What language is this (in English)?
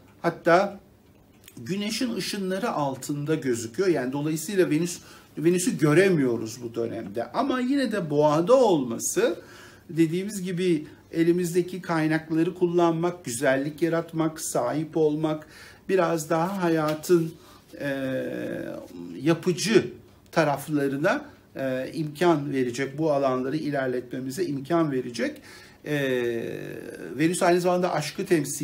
Turkish